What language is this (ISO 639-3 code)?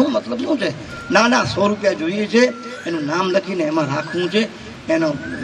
guj